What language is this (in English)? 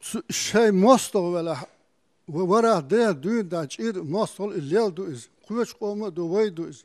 Chechen